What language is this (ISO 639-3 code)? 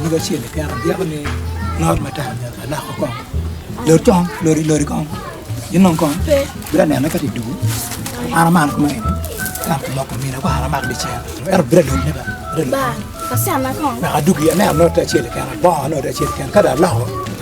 ach